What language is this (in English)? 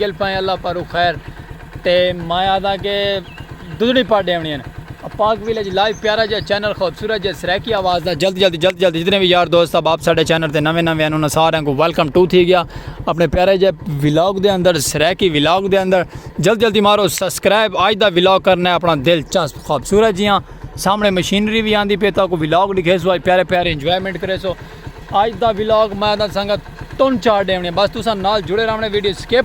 Saraiki